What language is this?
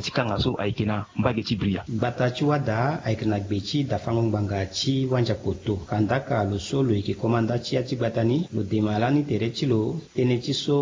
Sango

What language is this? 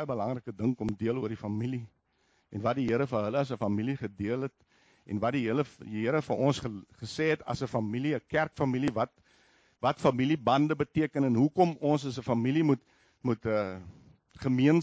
Afrikaans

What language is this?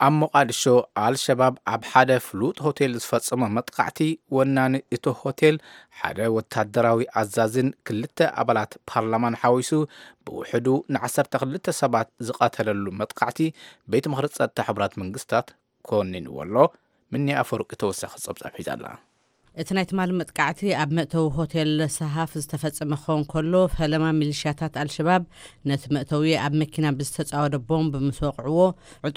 Tigrinya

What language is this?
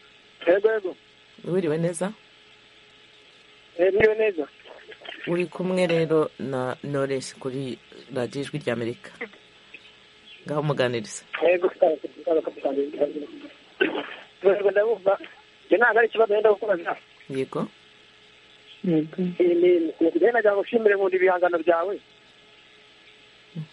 Kinyarwanda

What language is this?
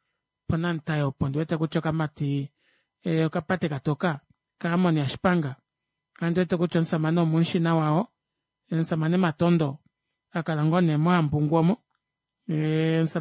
Kuanyama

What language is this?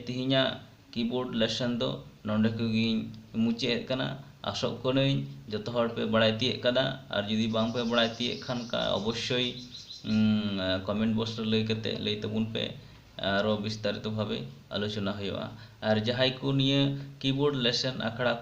Santali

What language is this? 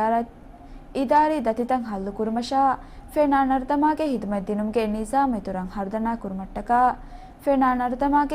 Divehi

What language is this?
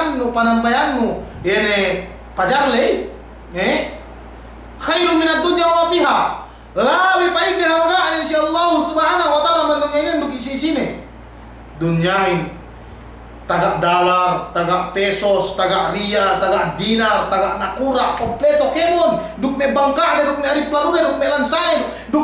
Yakan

